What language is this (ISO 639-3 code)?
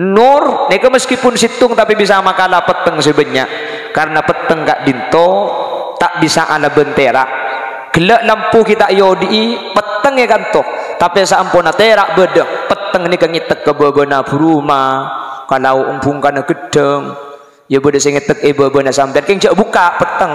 mad